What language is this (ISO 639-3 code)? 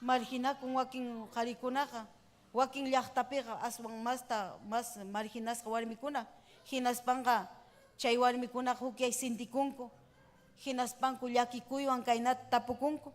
quy